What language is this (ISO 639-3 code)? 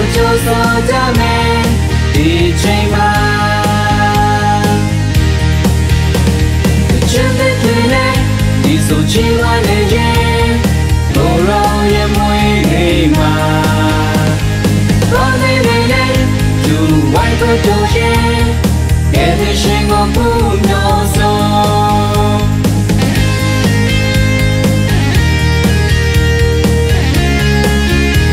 mya